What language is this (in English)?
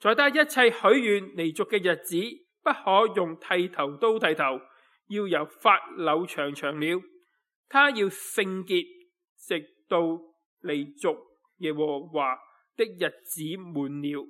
Cantonese